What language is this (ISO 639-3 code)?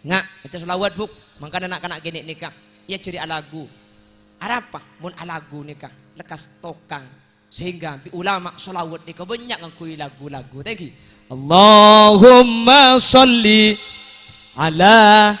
mad